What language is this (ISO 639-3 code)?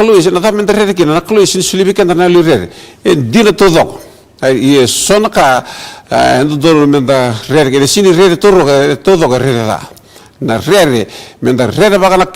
fij